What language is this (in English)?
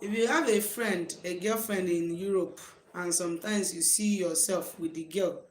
Igbo